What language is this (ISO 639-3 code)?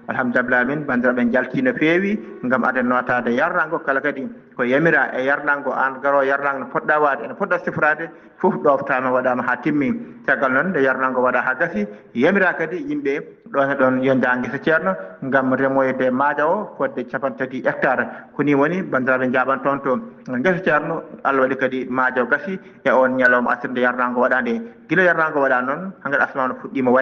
ful